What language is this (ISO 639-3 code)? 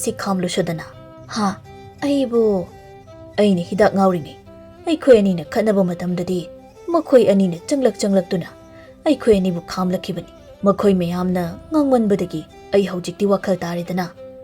mni